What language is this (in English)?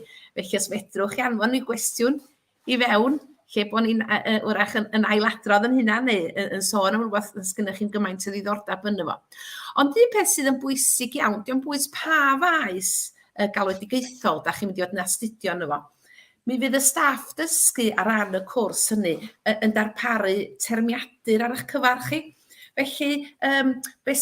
Welsh